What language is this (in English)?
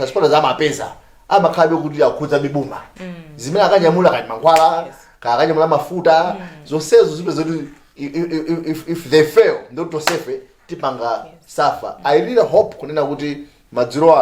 Nyanja